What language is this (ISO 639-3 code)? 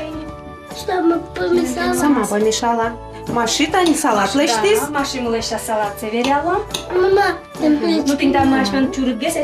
udm